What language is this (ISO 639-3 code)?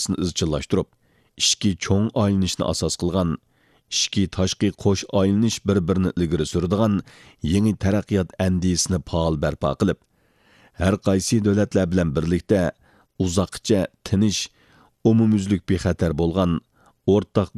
uig